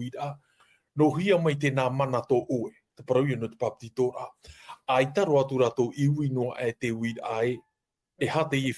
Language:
Tahitian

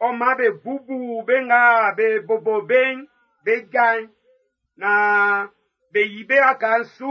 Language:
Baoulé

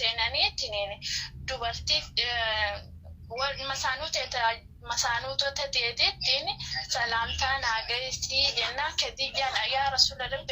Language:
Oromo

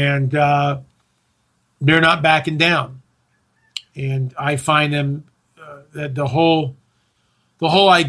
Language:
English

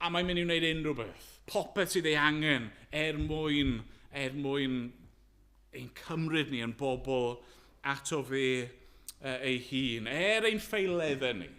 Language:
Welsh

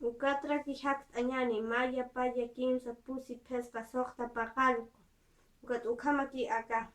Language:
Aymara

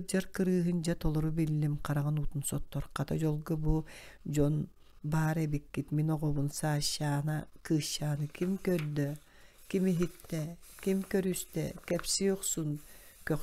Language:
Yakut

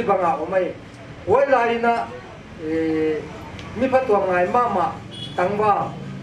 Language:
Paite Chin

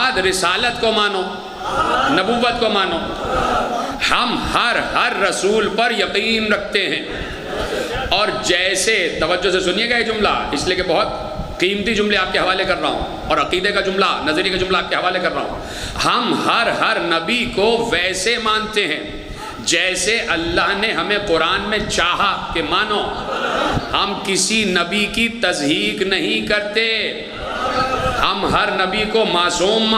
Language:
Urdu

